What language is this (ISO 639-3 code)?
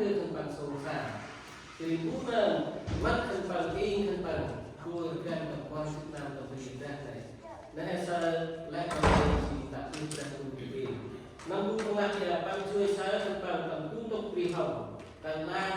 cmo